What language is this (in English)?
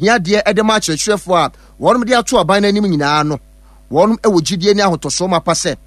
Akan